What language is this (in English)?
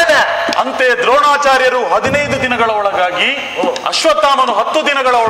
Kannada